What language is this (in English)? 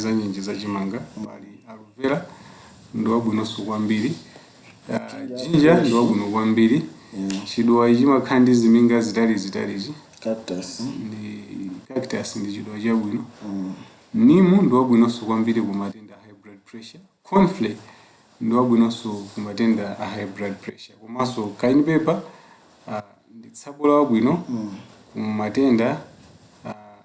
Nyanja